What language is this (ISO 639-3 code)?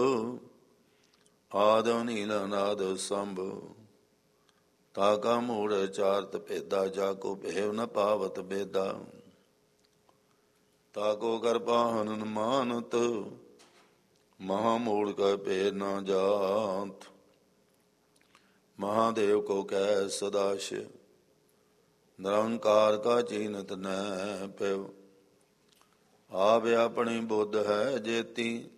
pan